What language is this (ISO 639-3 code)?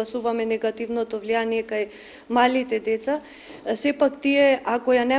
mkd